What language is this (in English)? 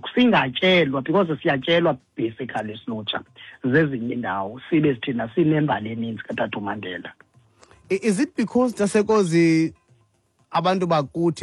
Xhosa